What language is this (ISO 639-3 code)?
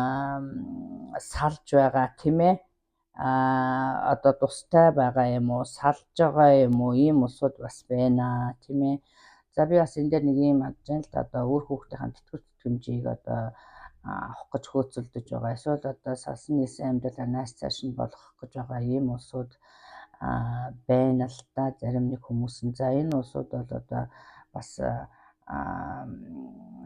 mon